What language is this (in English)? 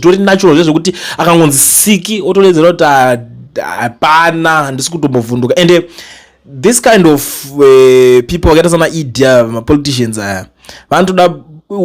Shona